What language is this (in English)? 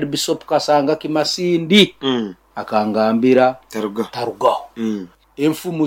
Nyoro